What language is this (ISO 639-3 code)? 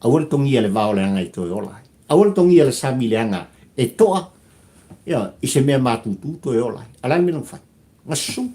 smo